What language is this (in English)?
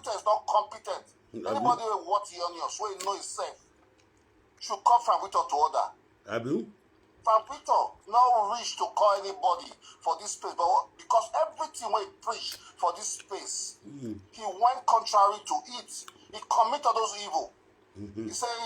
Nigerian Pidgin